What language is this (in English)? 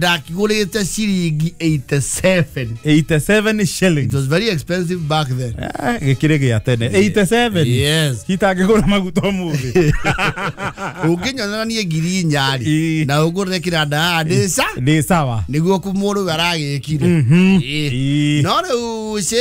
Kikuyu